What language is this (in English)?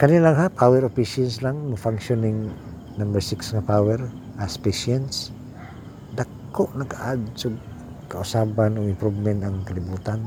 Cebuano